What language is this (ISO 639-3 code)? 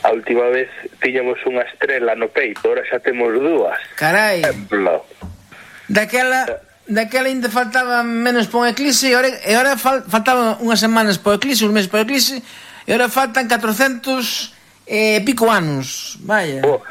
glg